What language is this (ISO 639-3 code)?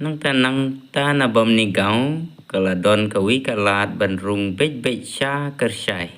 kha